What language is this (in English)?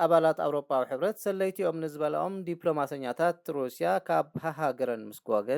Tigrinya